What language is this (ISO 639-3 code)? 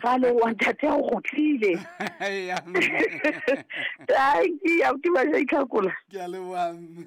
sot